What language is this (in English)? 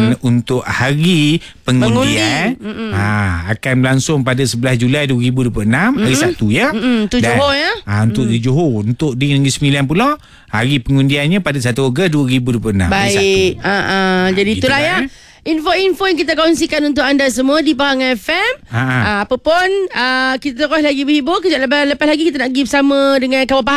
Malay